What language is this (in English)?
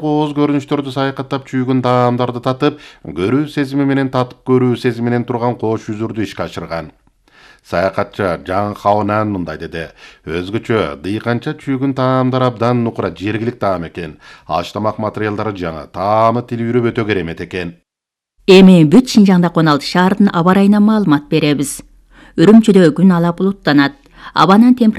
Kyrgyz